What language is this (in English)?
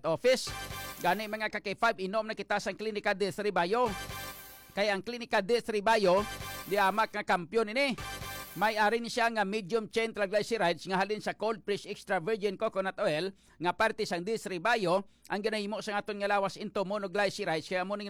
Hiligaynon